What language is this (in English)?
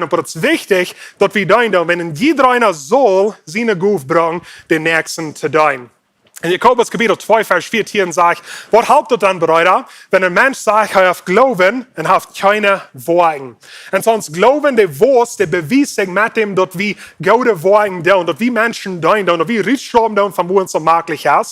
Plautdietsch